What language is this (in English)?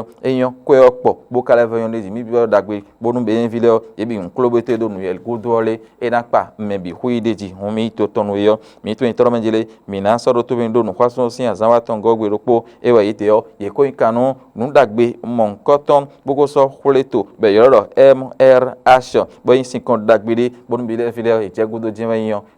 Fon